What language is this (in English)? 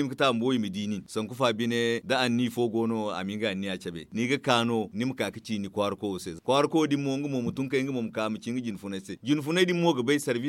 Zarma